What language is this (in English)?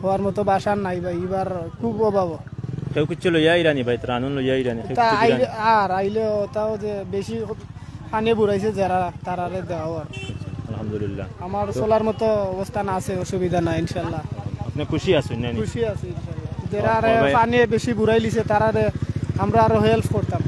Sylheti